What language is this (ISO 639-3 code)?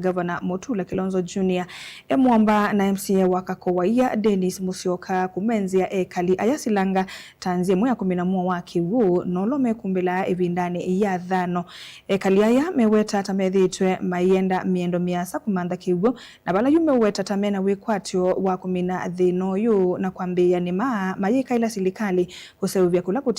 kam